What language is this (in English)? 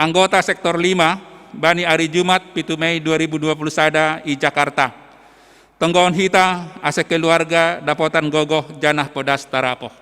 Batak Simalungun